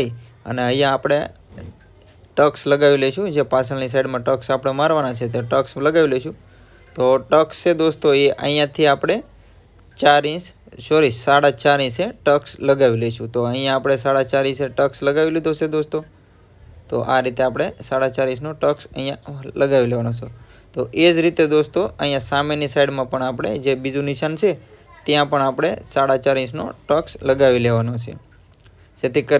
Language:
Gujarati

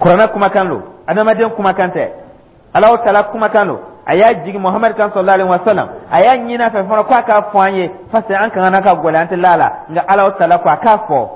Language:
Dyula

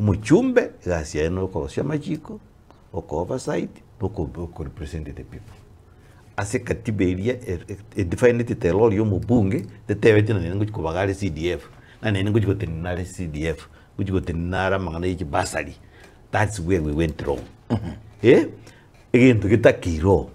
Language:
Gusii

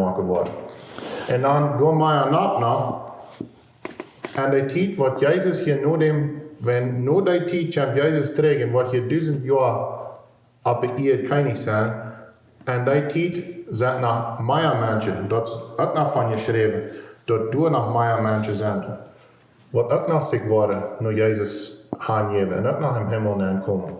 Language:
Plautdietsch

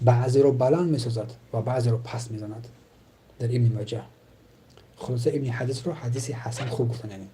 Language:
Tajik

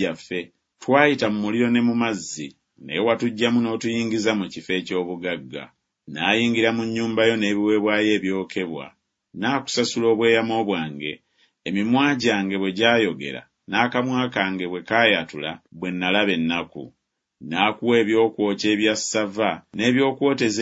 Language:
Ganda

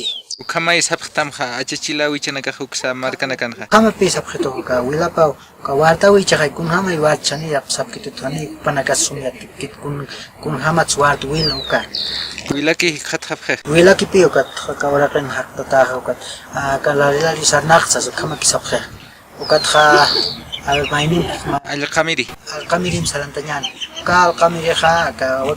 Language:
Aymara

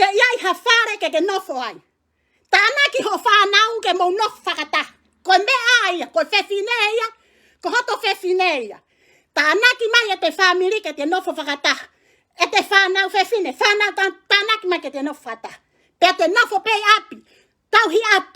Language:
Tongan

